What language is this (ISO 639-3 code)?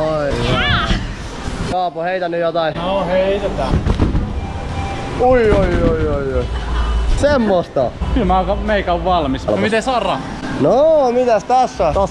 fin